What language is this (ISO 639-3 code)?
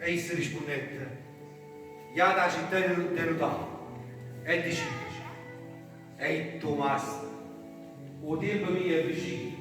nap